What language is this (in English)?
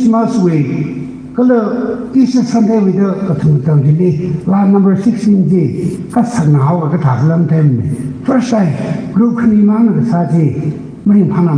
Tangkhul Naga (India)